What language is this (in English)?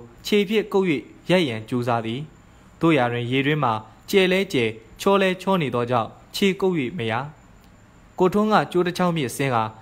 Burmese